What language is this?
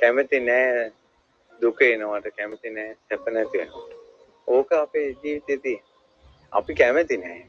Sinhala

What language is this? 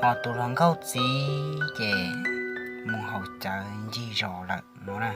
Hmong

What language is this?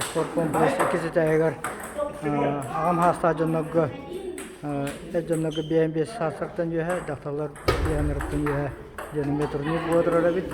Yakut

